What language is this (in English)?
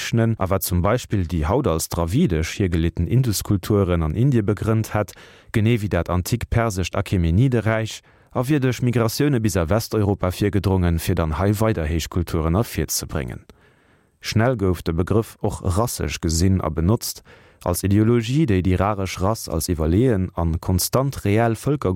Luxembourgish